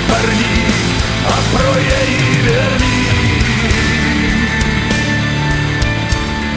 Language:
Czech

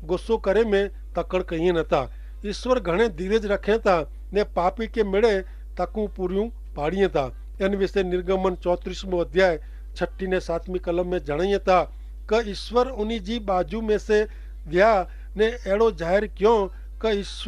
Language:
Kachhi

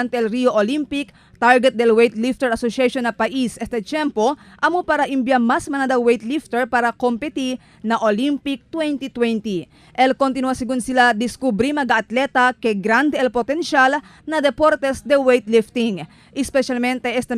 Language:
Chavacano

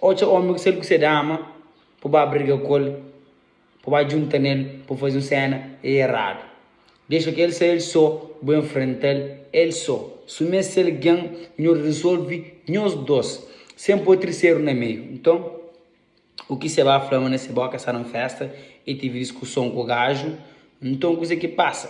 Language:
Kabuverdianu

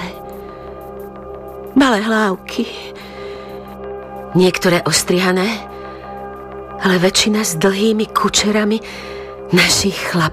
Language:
Slovak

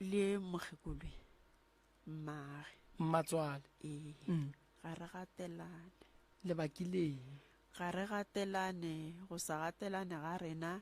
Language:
Northern Sotho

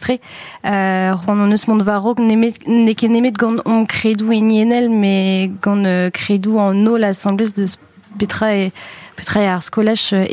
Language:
Breton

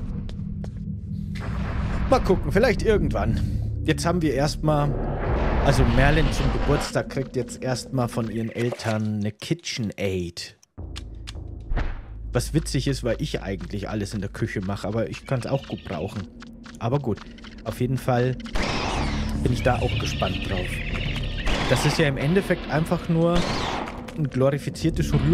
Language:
German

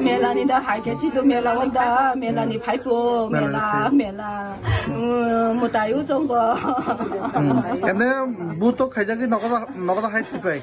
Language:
Kok Borok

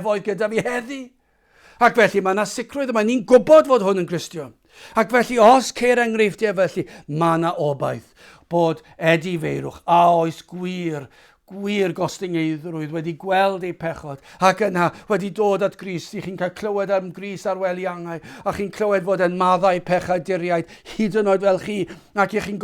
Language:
Welsh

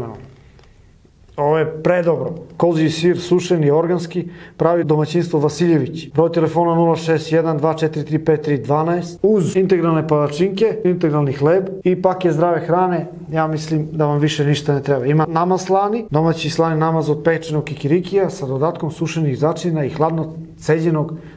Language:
Serbian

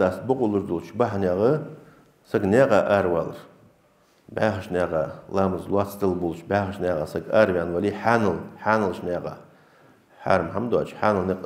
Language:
Ingush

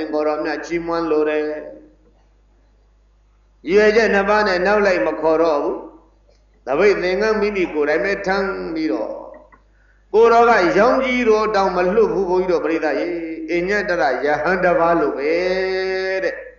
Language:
Burmese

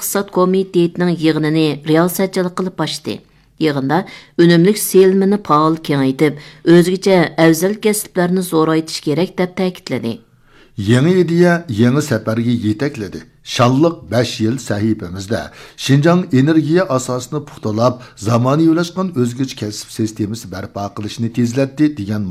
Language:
Uyghur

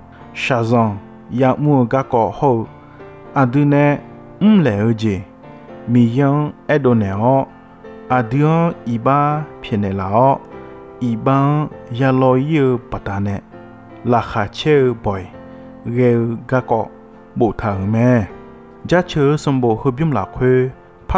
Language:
Akha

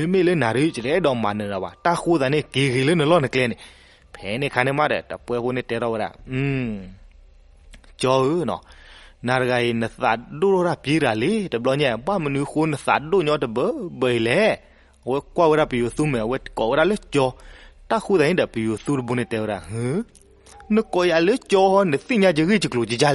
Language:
S'gaw Karen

